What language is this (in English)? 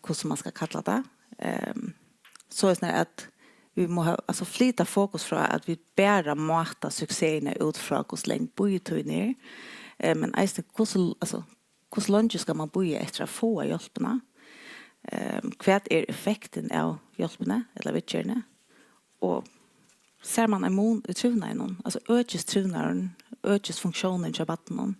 Faroese